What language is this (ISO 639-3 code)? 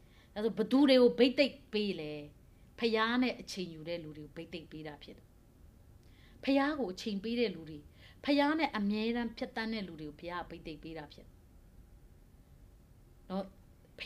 mya